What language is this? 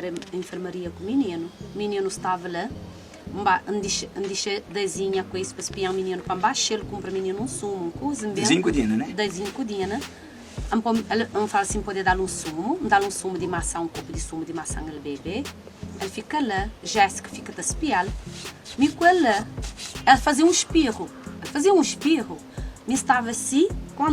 Kabuverdianu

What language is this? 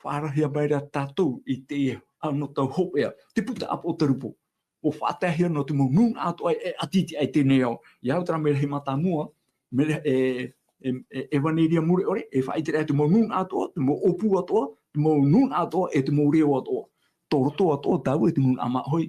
Tahitian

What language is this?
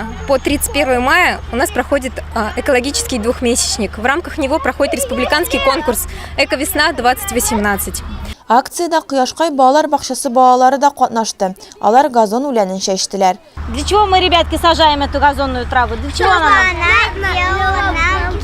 Tatar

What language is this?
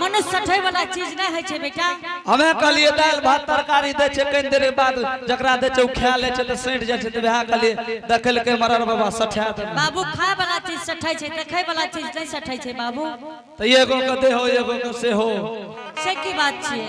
Angika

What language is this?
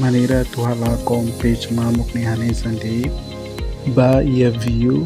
Tetum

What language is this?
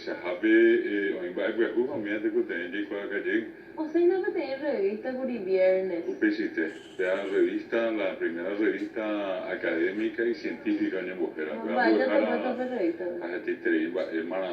Guarani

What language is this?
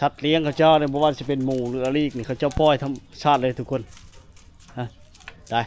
Lao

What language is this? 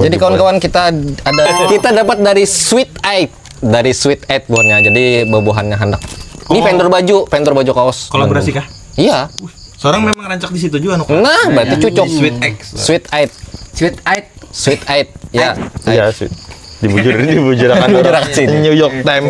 Banjar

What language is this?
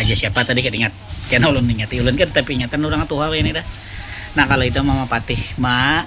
Banjar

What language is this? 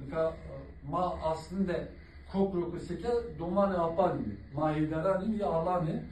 Zaza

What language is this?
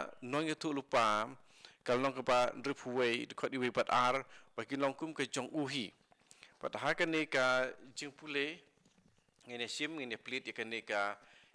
Khasi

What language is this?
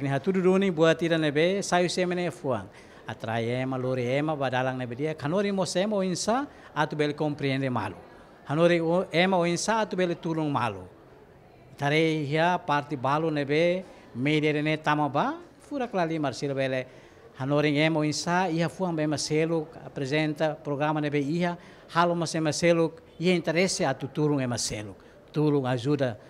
Tetum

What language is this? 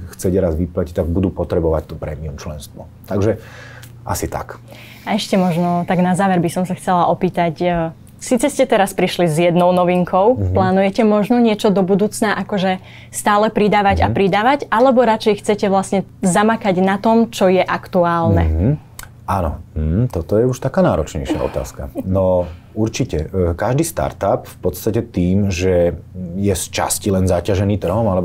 Slovak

